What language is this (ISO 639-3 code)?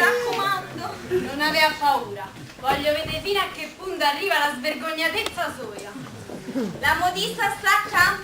nap